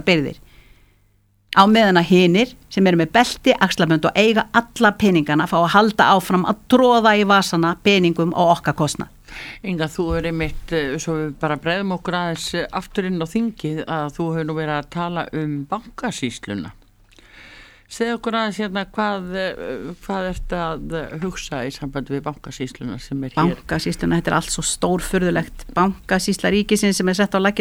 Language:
Icelandic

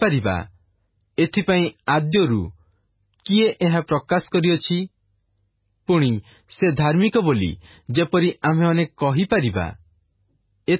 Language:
Odia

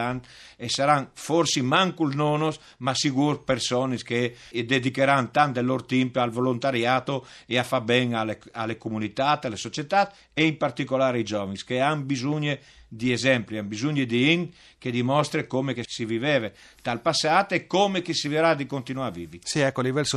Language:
Friulian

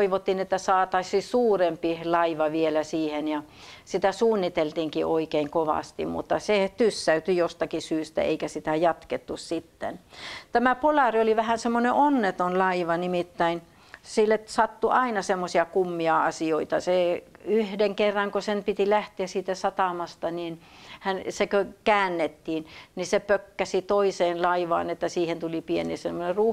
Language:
Finnish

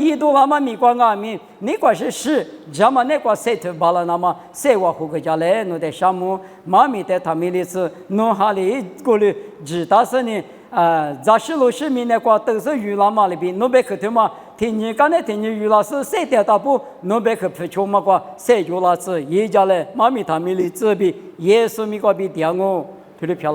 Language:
Lisu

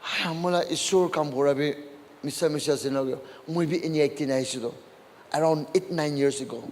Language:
Naga Pidgin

